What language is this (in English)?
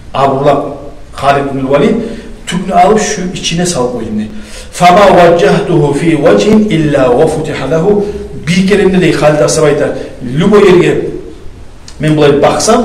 Kumyk